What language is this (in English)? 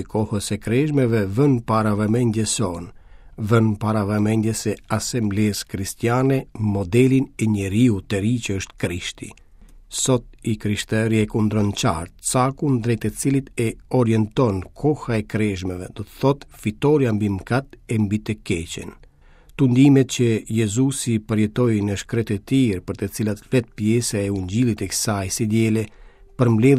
Albanian